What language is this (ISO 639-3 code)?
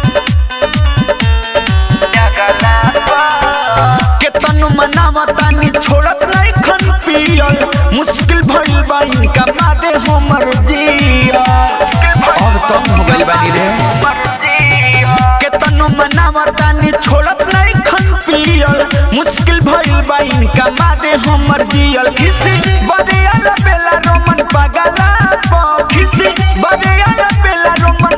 bho